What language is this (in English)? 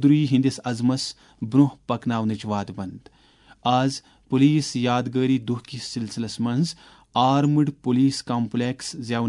Kashmiri